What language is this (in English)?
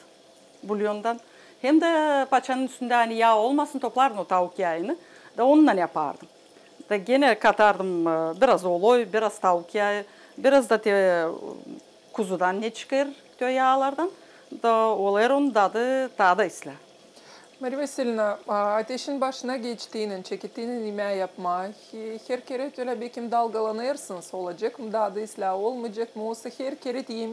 Gagauz